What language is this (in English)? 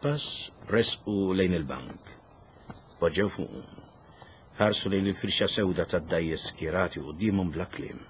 Maltese